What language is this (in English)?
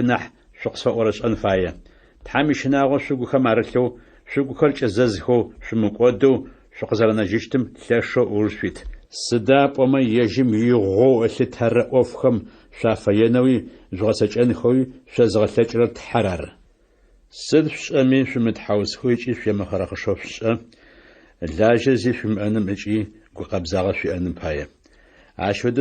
Adyghe